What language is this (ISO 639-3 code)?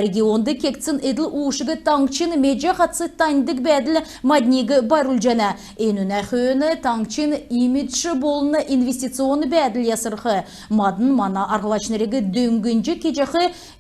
xal